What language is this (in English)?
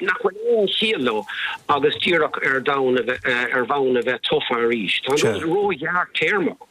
Irish